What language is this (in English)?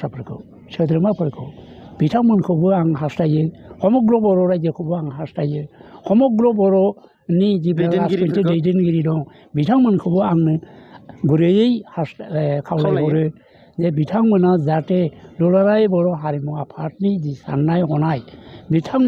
Bodo